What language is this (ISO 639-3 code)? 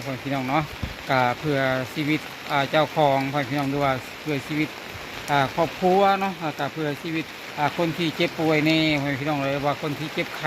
lao